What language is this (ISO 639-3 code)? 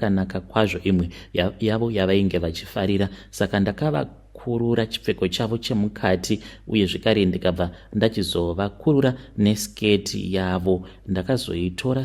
sna